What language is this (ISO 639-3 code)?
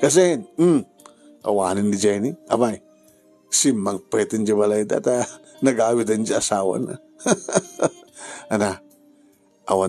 ilo